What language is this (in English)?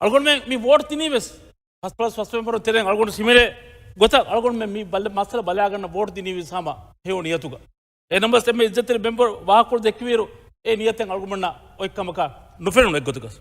Divehi